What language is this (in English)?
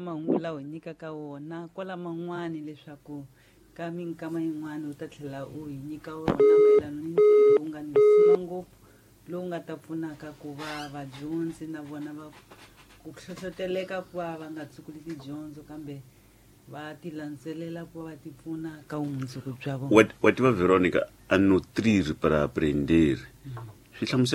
Tsonga